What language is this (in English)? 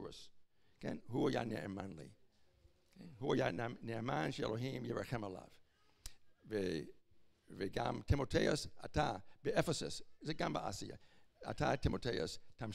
Hebrew